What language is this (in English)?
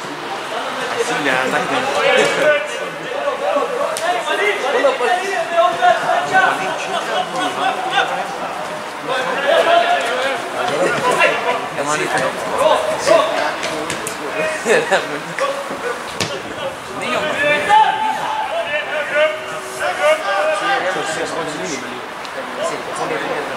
Swedish